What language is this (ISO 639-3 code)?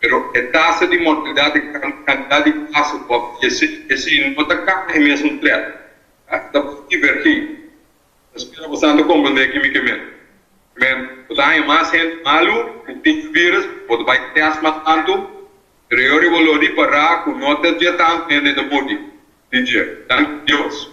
pap